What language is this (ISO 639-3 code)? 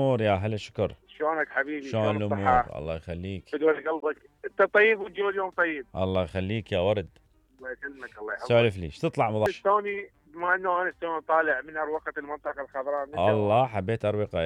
acm